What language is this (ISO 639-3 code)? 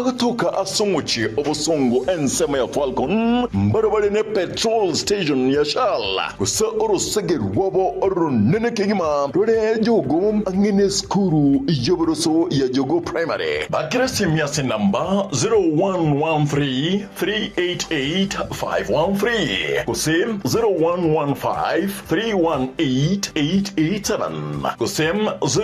guz